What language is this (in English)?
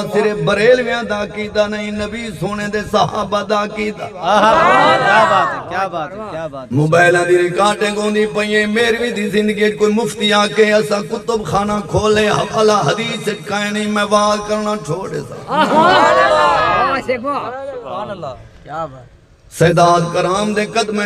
Saraiki